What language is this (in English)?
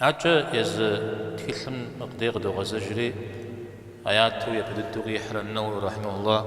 Kabardian